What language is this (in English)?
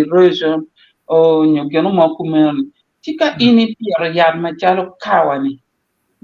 Acoli